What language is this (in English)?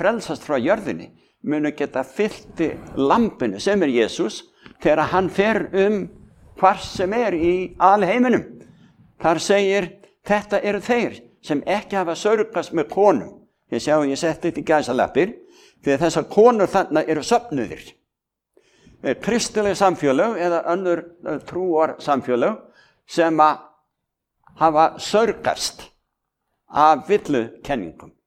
Icelandic